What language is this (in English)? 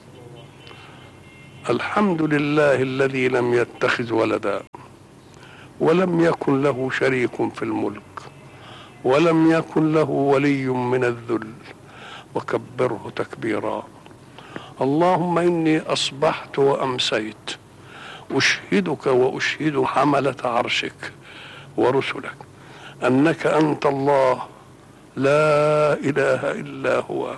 Arabic